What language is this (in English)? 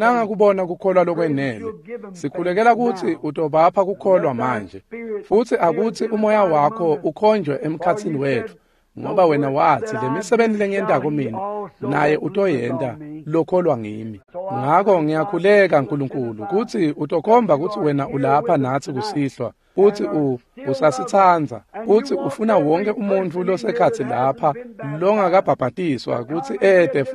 Swati